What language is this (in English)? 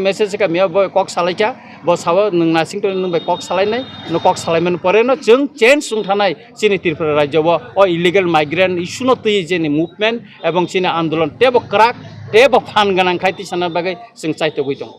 Kok Borok